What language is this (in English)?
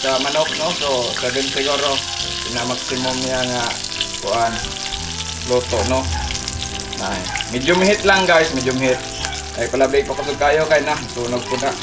Cebuano